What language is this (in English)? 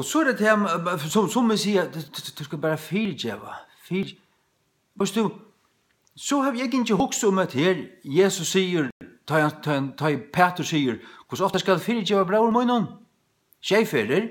Faroese